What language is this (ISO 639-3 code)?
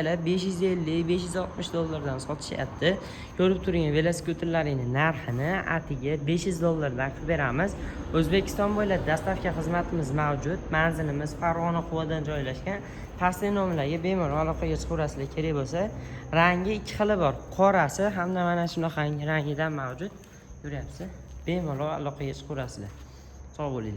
uzb